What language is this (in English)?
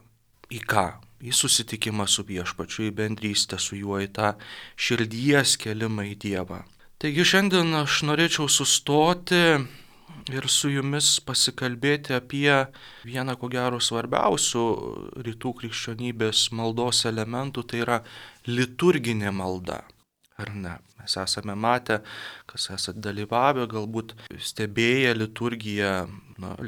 Lithuanian